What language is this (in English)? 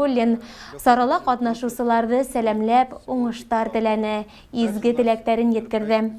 Bashkir